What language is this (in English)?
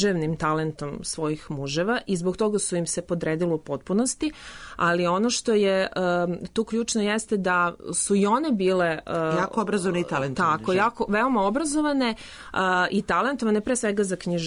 Serbian